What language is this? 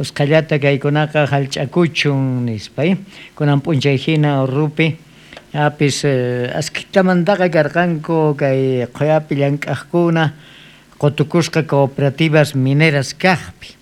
South Bolivian Quechua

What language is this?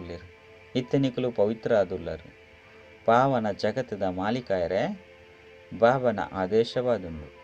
Tulu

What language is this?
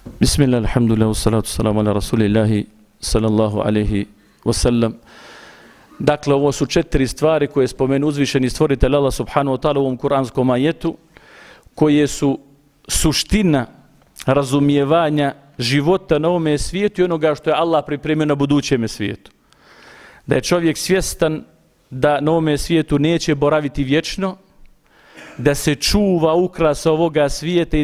Bosnian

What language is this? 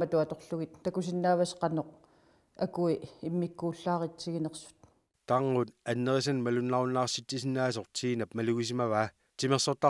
Kalaallisut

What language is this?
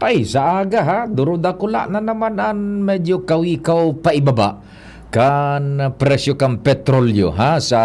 Bikol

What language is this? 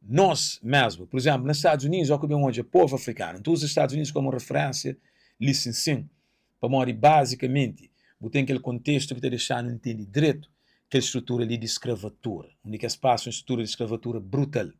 Kabuverdianu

